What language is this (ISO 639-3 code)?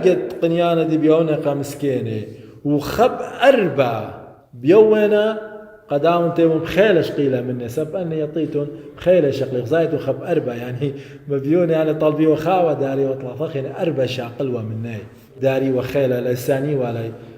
aii